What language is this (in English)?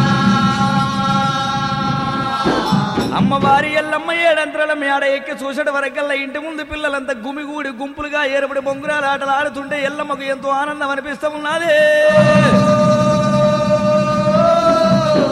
Telugu